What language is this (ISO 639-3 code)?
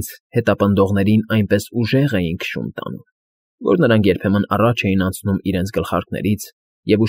hye